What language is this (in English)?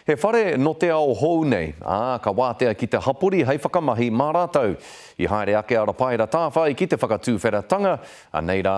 Māori